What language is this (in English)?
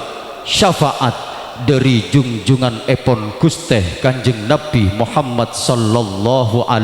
Madurese